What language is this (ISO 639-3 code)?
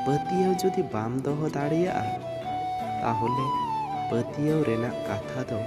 sat